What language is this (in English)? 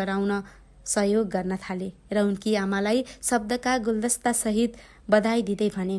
Nepali